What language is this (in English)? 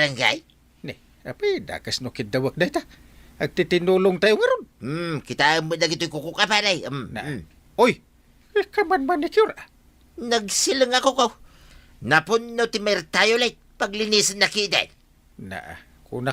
Iloko